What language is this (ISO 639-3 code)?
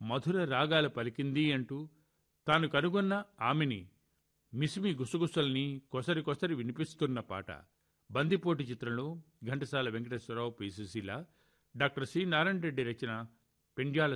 tel